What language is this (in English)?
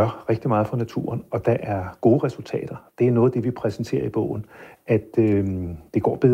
Danish